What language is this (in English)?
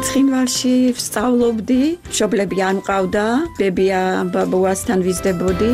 Georgian